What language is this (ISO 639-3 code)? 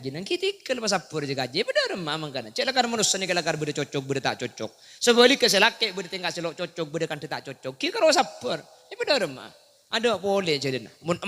mad